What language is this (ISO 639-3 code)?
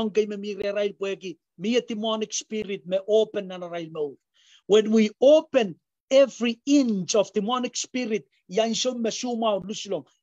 pon